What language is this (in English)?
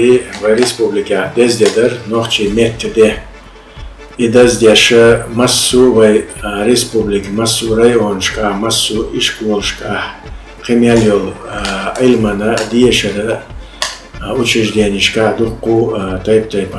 Chechen